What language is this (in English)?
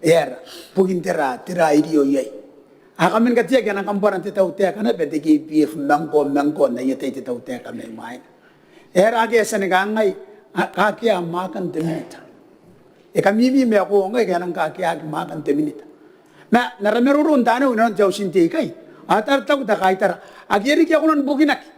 Gilbertese